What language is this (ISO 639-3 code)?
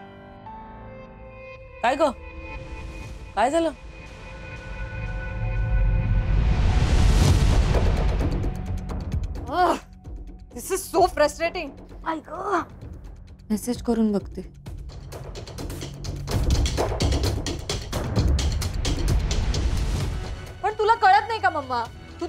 mar